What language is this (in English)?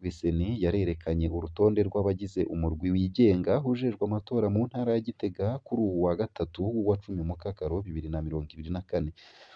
Rundi